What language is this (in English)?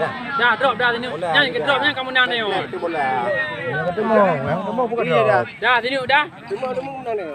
Achinese